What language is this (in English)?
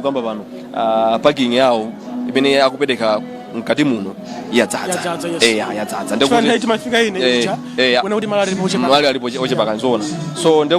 Nyanja